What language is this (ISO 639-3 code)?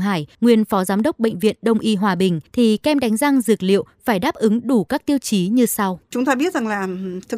vie